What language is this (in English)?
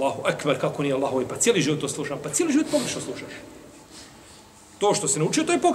Bosnian